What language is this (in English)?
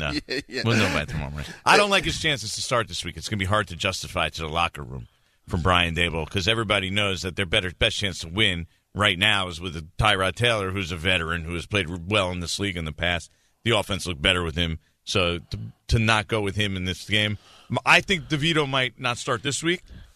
English